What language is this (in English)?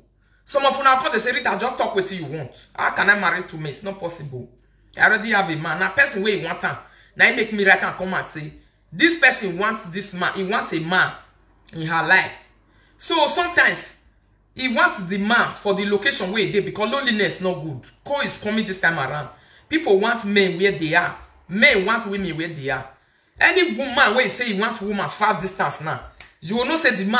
Nigerian Pidgin